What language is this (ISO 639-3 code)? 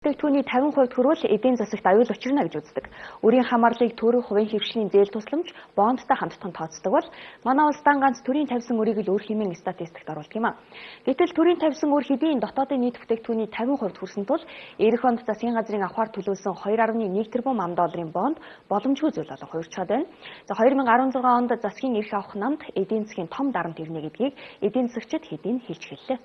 mon